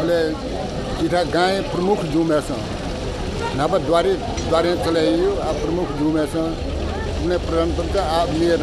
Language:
Newari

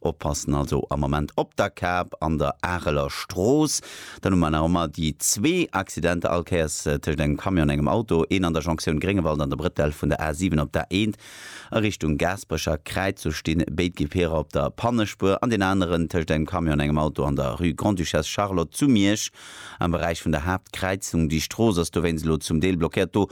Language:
Luxembourgish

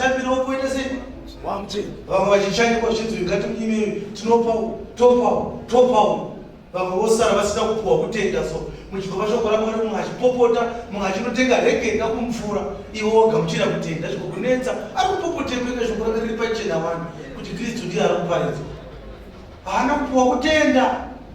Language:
Shona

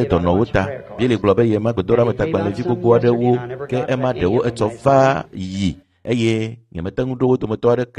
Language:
Ewe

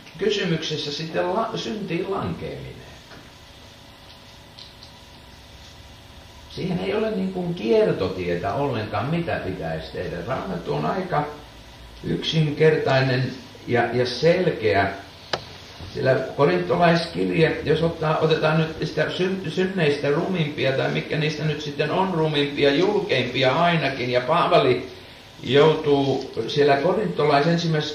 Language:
Finnish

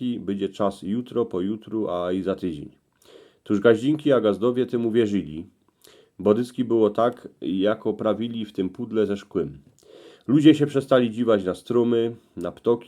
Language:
Silesian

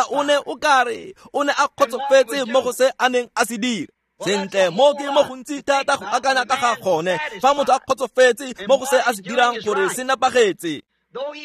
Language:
Tswana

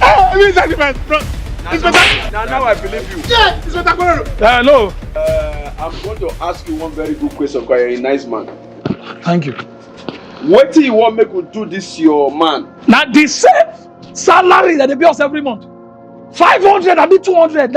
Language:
Nigerian Pidgin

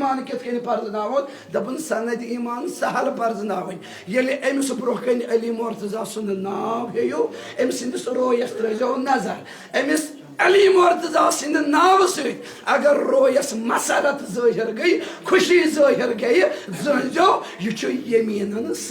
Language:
Kashmiri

